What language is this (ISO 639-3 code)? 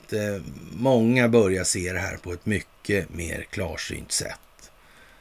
swe